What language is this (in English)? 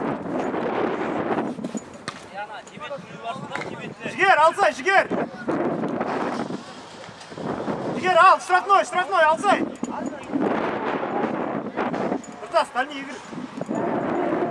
Kazakh